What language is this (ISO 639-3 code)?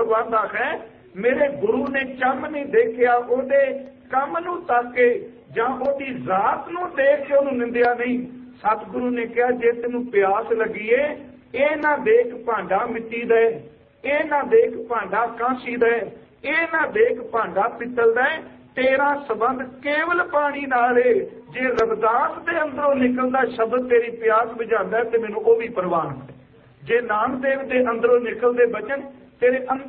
pan